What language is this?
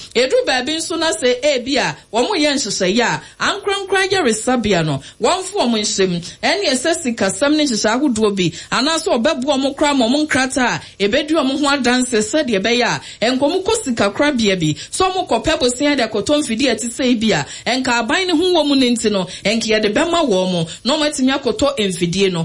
Akan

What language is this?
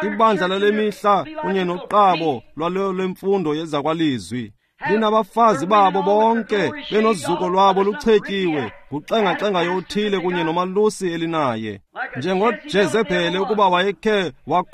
Xhosa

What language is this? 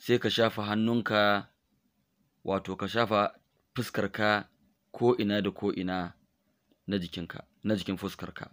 Hausa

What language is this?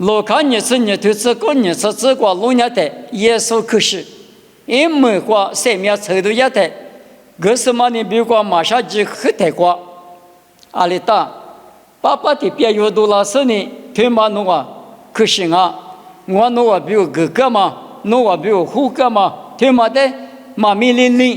Lisu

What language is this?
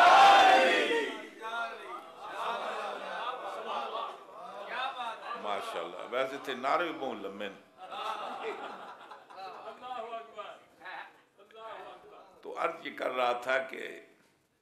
Urdu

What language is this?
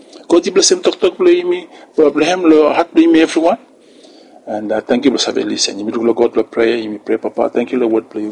Bislama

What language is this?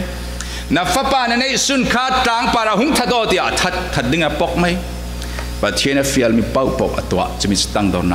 Falam Chin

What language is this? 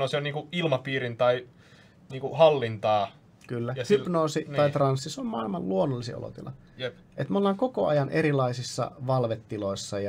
Finnish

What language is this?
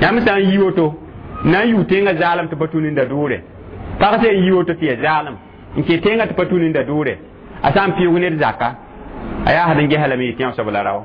Mossi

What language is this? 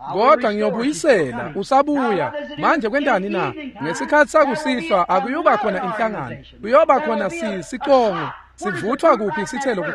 Swati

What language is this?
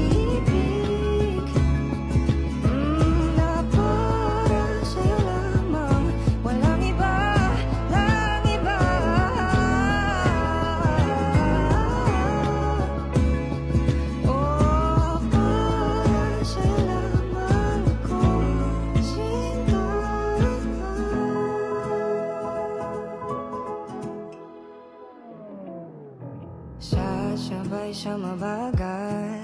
Filipino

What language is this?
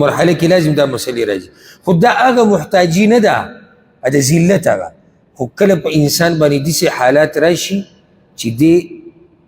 Pashto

